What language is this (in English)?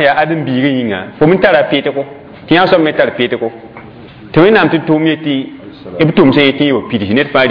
Mossi